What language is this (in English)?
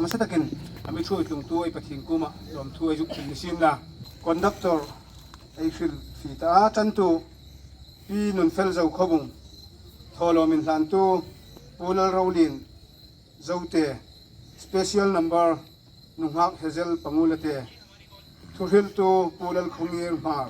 Hmar